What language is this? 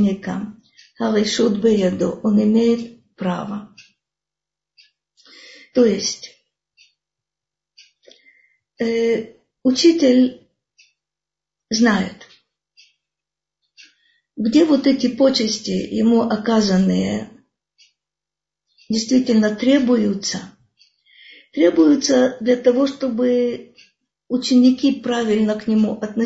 Russian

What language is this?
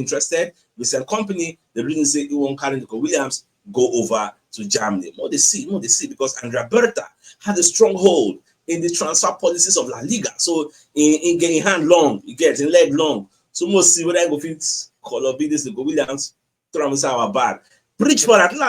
Nigerian Pidgin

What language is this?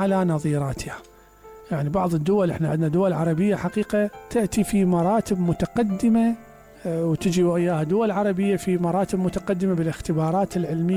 Mesopotamian Arabic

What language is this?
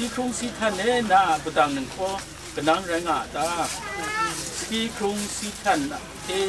Kachin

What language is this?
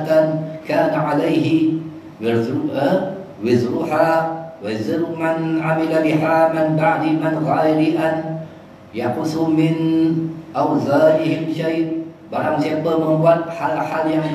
Malay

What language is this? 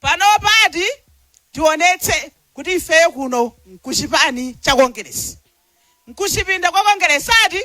Nyanja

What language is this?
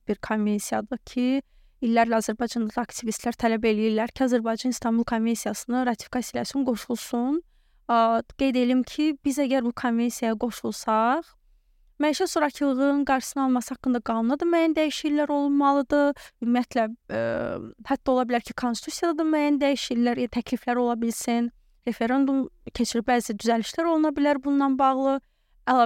Azerbaijani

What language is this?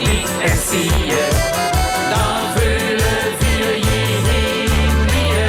Limburgish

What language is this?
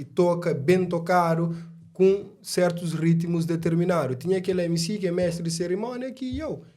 Kabuverdianu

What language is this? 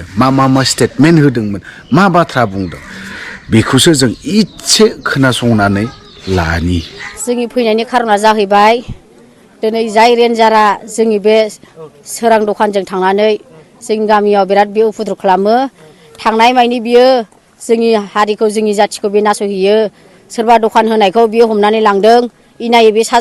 Bodo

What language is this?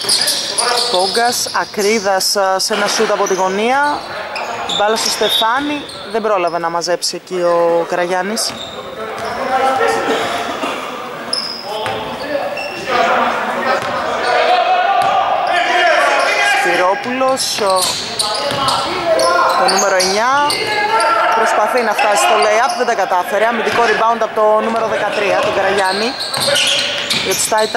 Greek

